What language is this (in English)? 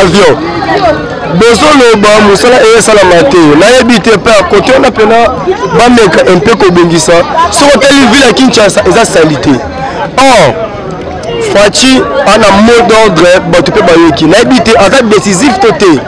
Lingala